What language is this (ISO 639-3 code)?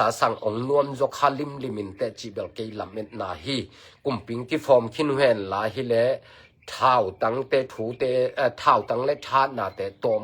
ctd